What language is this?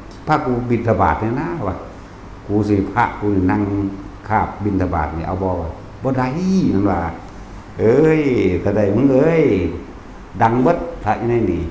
Northeastern Thai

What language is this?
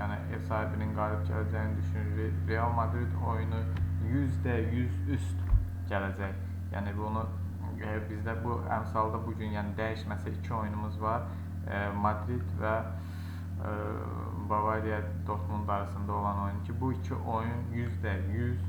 Azerbaijani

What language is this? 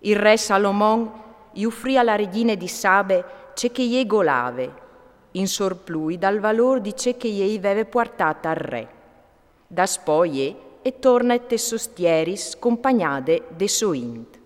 Friulian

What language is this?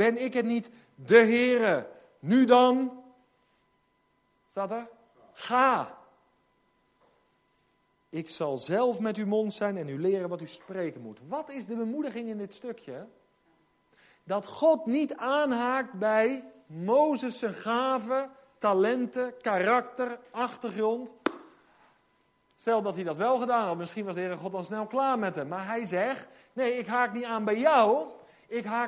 Dutch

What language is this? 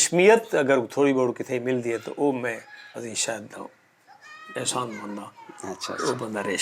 Saraiki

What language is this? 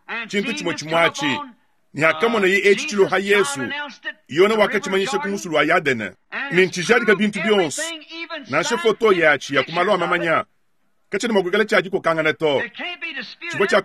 Luba-Lulua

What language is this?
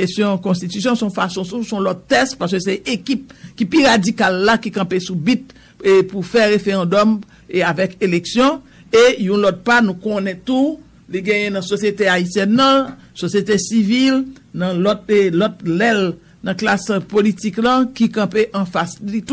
Haitian Creole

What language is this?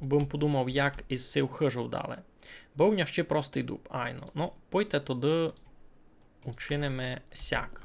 Rusyn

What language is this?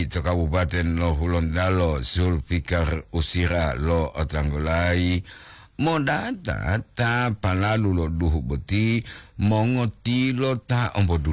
Gorontalo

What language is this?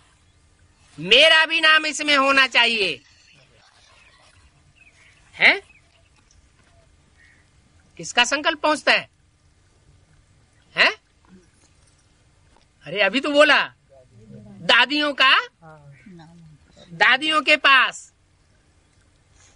Hindi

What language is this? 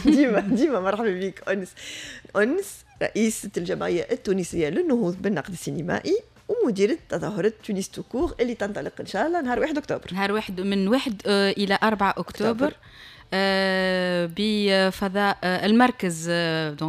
Tunisian Arabic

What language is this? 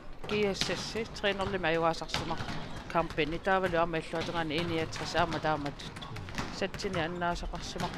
Kalaallisut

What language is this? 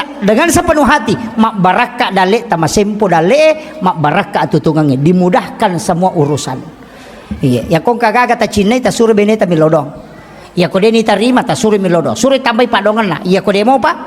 Buginese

